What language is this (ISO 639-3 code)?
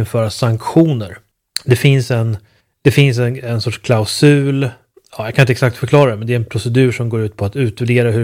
swe